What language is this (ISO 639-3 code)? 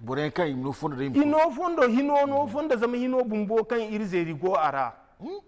dje